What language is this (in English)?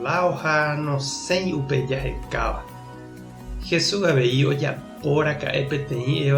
Guarani